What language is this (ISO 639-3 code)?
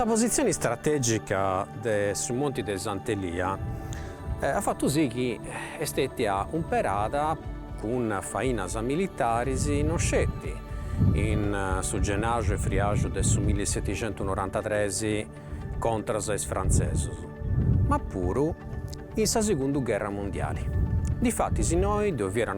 srd